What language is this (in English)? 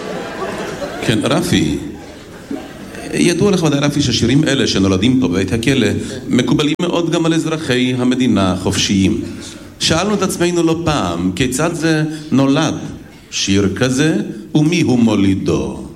Hebrew